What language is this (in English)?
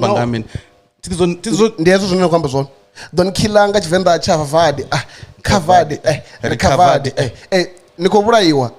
Venda